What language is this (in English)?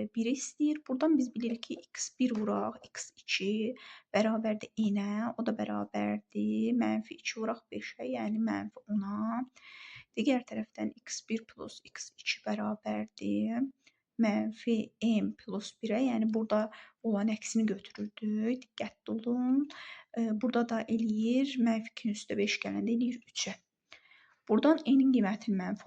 Azerbaijani